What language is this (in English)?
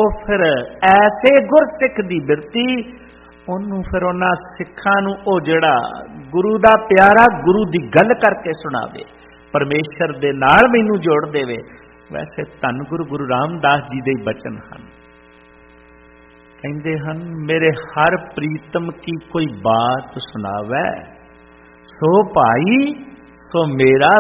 Punjabi